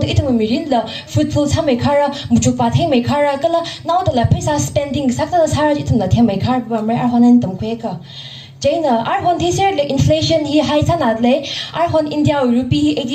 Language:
Tangkhul Naga (India)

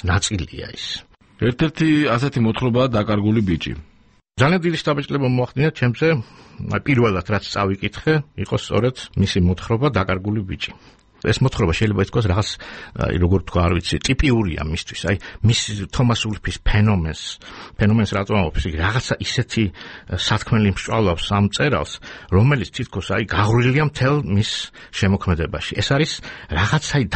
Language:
Georgian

